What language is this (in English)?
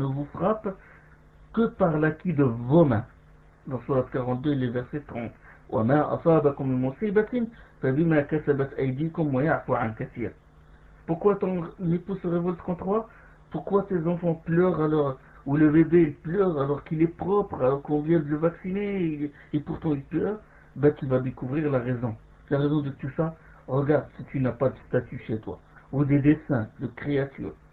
French